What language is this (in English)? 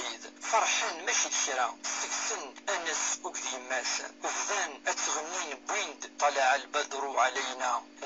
Kabyle